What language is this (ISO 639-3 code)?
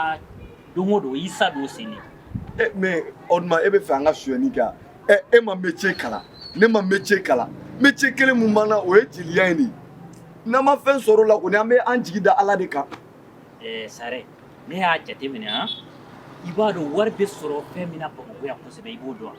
bam